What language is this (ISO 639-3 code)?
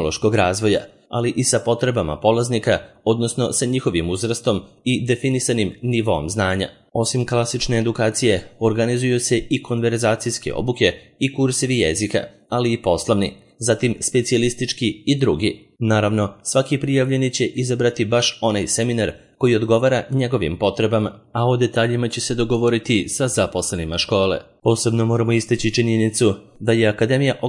srp